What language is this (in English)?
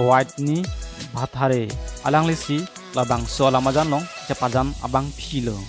Karbi